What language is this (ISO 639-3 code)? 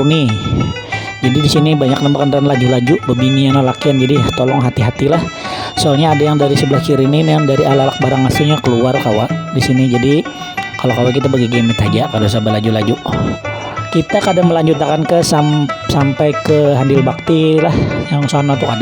bjn